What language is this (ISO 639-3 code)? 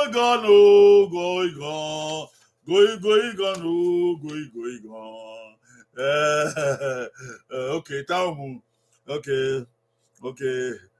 bin